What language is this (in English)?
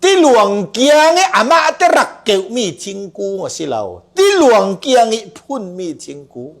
Falam Chin